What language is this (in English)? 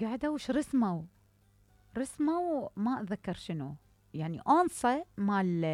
Mesopotamian Arabic